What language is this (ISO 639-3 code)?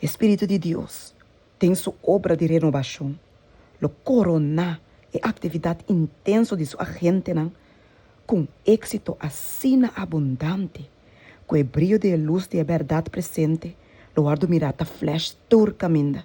pap